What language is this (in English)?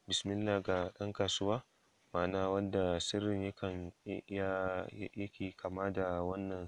Hausa